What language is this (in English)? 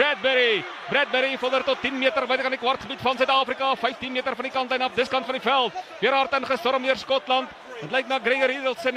Afrikaans